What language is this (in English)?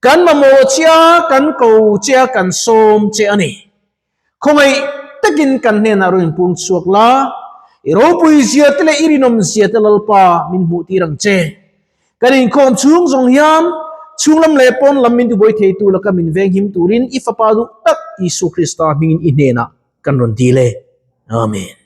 Mizo